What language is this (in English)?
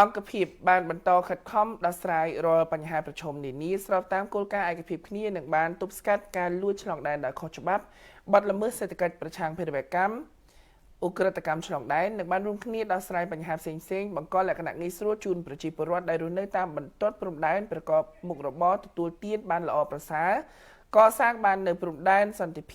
Khmer